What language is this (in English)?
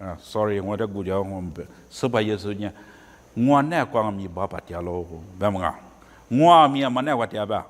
Lisu